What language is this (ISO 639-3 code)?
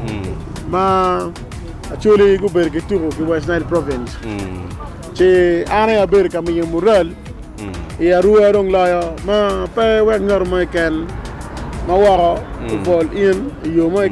ach